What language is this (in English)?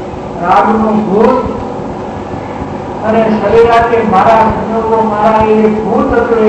Gujarati